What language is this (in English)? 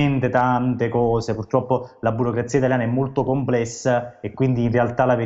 Italian